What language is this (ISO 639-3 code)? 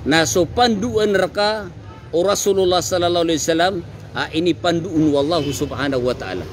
mrw